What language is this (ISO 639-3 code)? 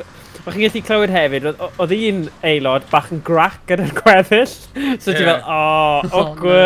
cym